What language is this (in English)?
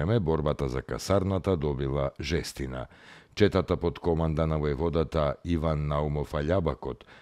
Macedonian